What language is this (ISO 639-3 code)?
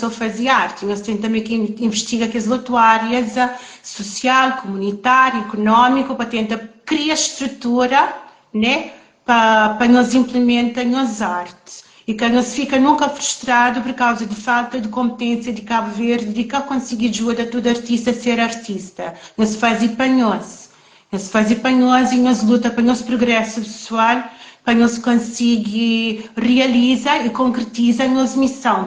kea